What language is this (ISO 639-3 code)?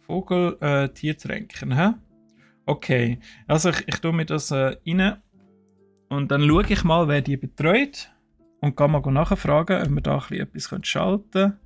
gsw